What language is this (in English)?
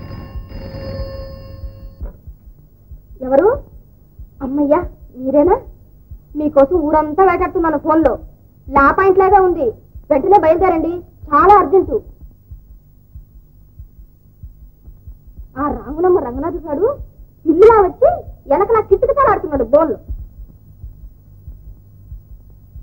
Telugu